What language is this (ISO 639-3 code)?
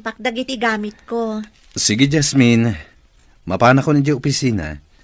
ilo